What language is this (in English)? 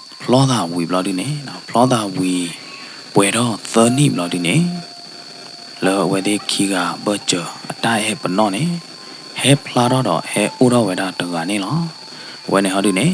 S'gaw Karen